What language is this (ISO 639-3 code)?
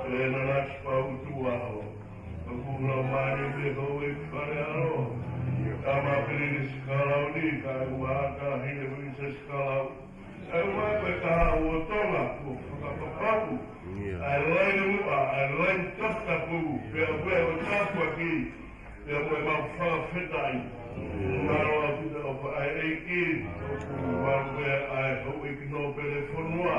ton